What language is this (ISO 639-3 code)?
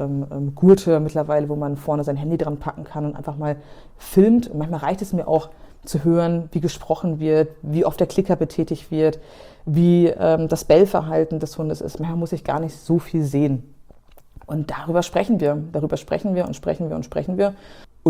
deu